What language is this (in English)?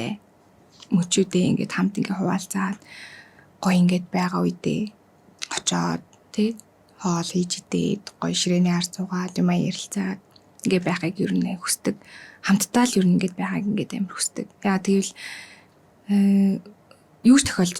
Mongolian